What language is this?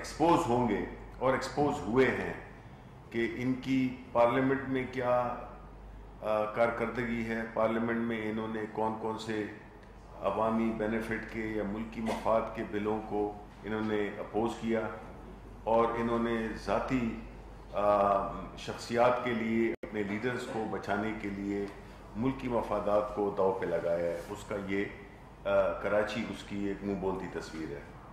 Urdu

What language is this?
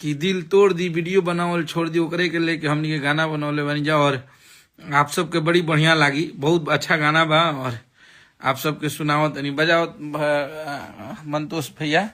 Bhojpuri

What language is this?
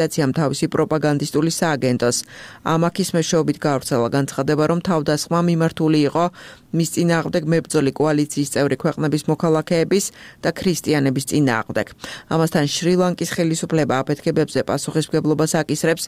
Georgian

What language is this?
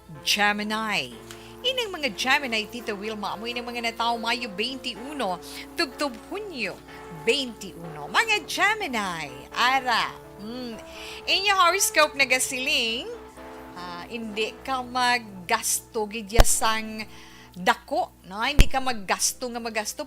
Hiligaynon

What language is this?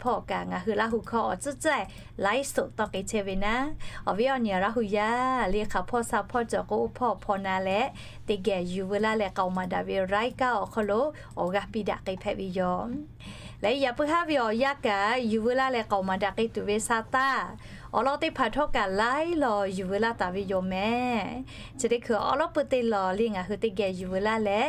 Lahu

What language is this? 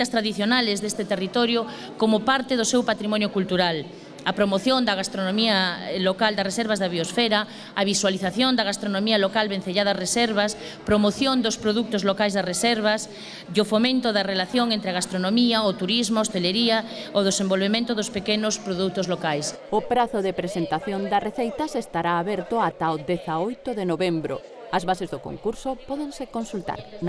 Galician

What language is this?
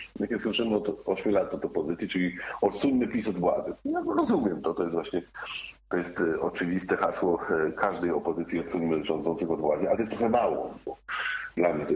Polish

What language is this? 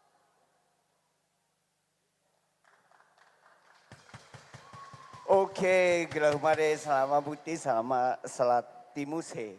Akha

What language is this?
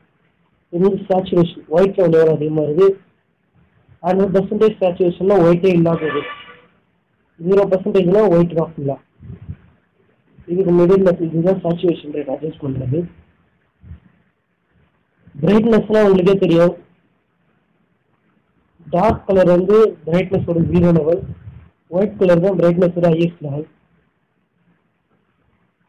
Tamil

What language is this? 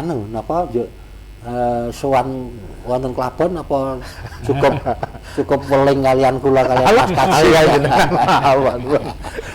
Javanese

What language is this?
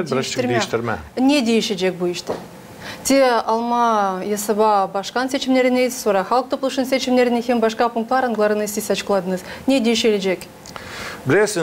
Gagauz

